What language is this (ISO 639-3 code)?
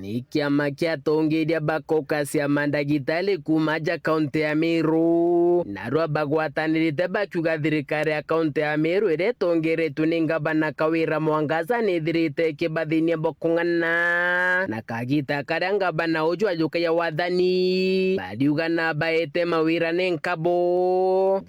mer